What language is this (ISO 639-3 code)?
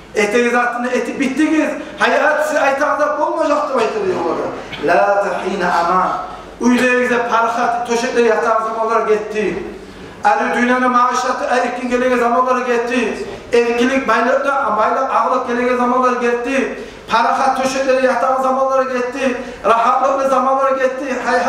kum